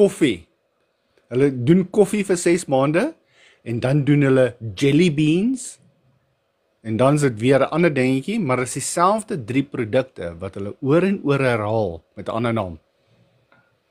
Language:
Afrikaans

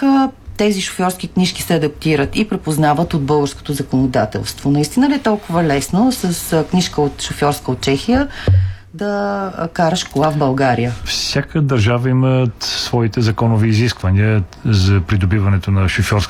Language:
Bulgarian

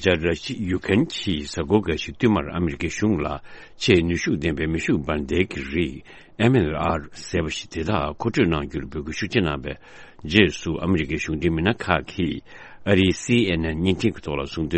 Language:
Tibetan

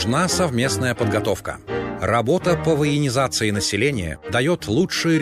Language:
Russian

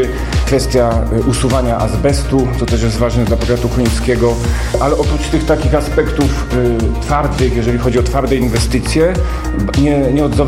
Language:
Polish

